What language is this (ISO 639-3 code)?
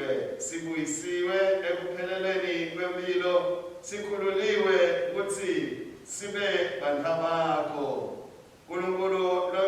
ssw